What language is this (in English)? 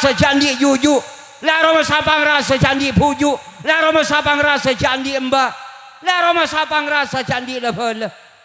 Madurese